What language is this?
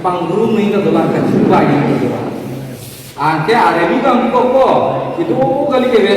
Karbi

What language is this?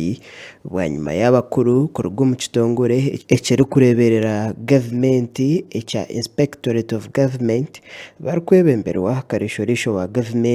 Nyankole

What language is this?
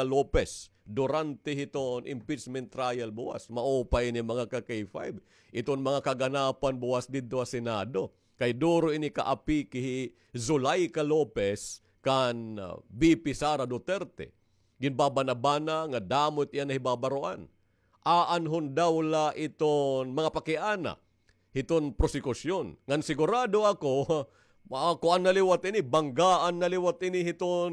Waray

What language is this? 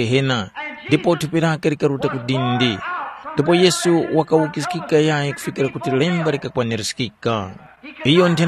Tumbuka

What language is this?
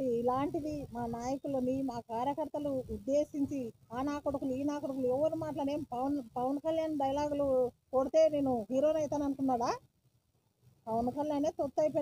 Telugu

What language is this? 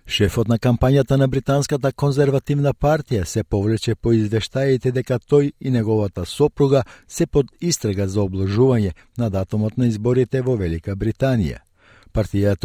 Macedonian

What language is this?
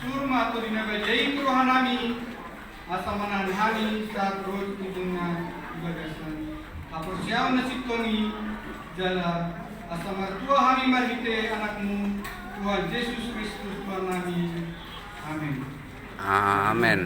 Batak Toba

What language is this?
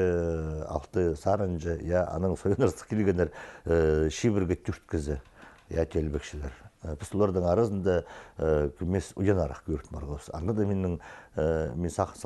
Khakas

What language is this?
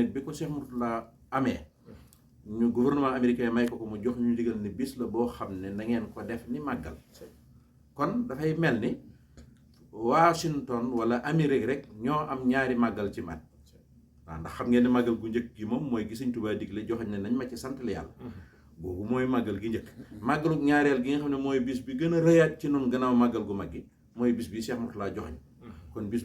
Wolof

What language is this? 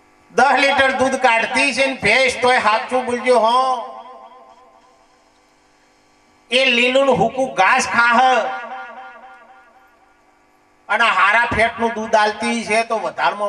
Gujarati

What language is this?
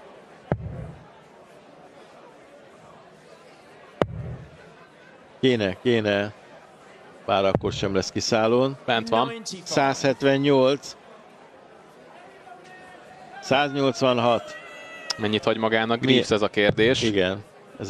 Hungarian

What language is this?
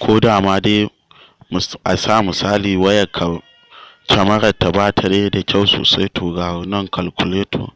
Hausa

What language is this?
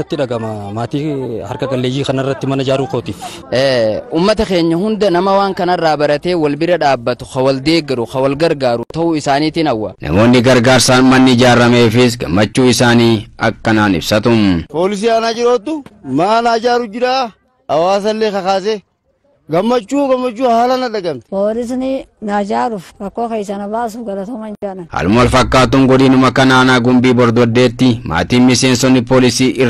Oromo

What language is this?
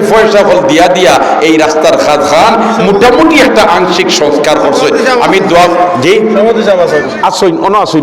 Sylheti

